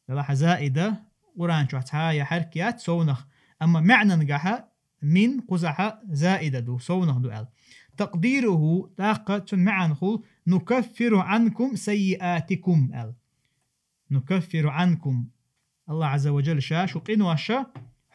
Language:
Chechen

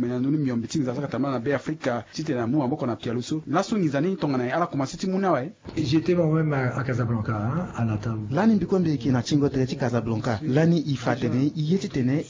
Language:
Sango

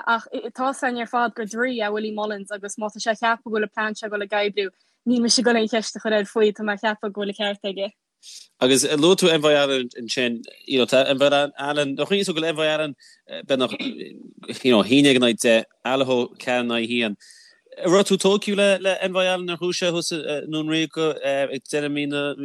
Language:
Irish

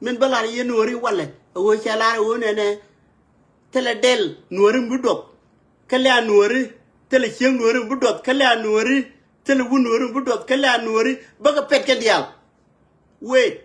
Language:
Nuer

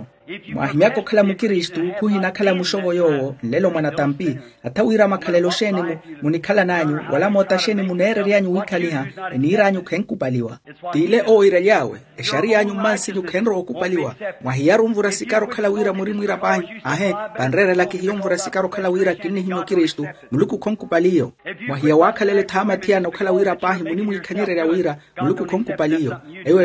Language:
Makhuwa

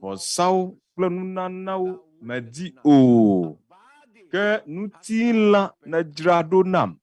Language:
Ewe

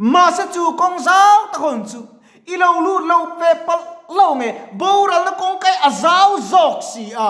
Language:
Mizo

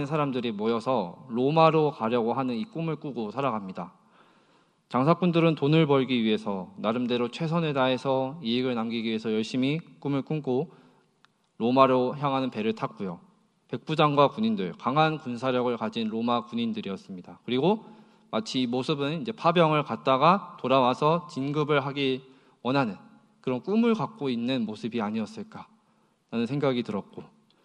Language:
Korean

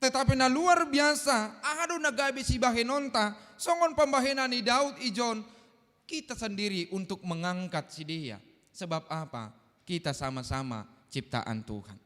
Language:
Batak Simalungun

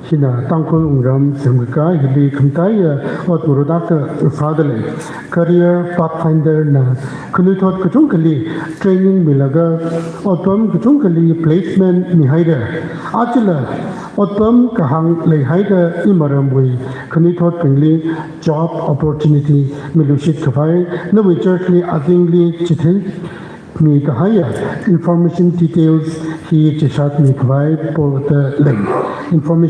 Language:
Tangkhul Naga (India)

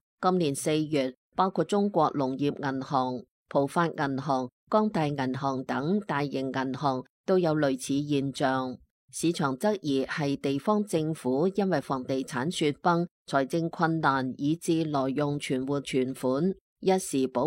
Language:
Cantonese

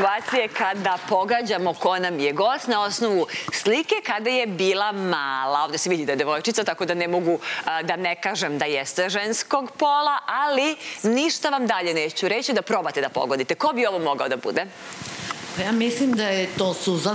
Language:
Serbian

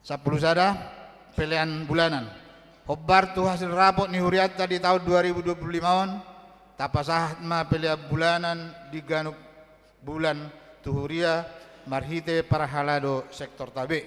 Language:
Batak Toba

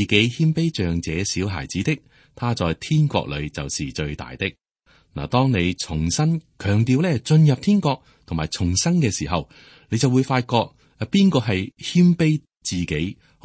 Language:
Cantonese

